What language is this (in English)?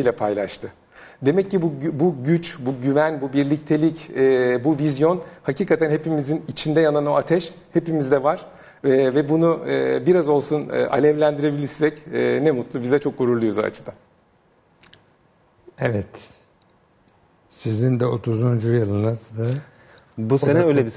Turkish